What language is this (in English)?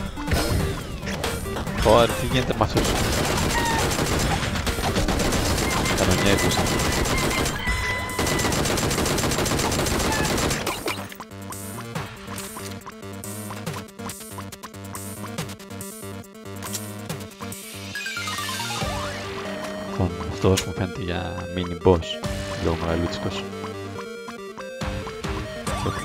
Greek